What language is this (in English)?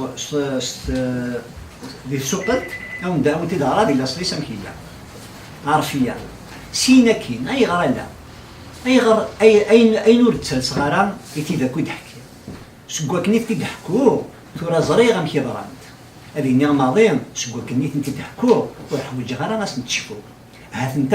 Kabyle